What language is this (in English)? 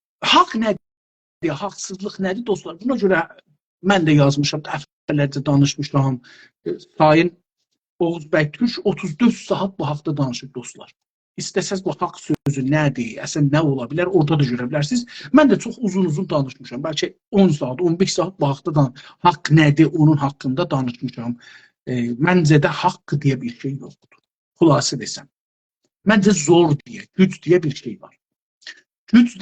South Azerbaijani